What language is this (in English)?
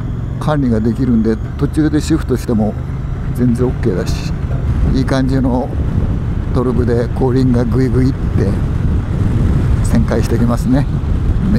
Japanese